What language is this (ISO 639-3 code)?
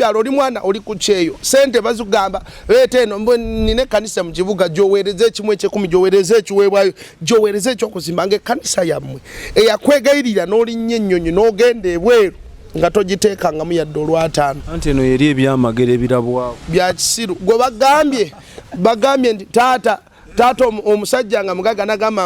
lug